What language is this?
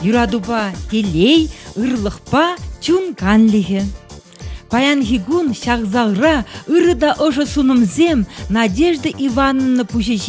Chuvash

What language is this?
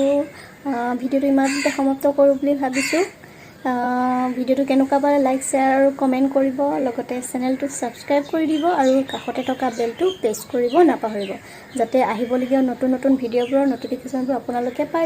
Assamese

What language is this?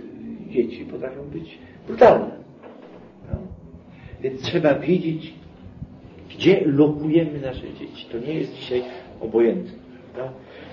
Polish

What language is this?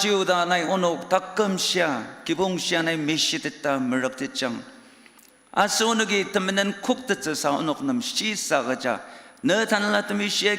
Ao Naga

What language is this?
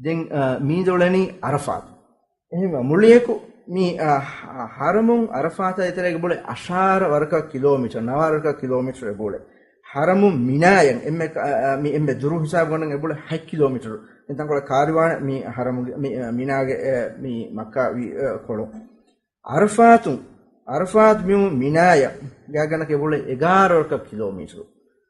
Divehi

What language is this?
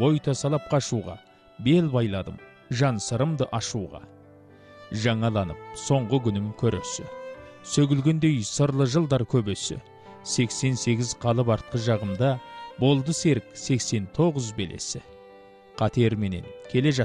Kazakh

